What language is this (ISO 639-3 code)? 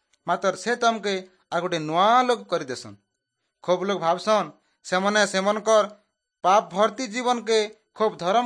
ori